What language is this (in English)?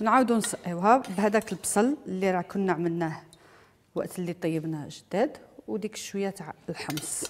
Algerian Arabic